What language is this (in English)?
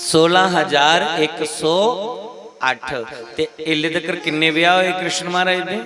Dogri